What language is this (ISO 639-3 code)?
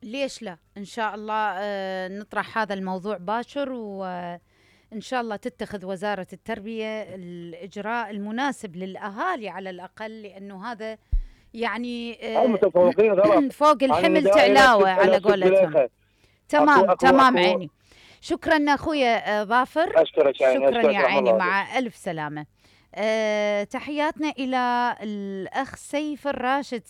acm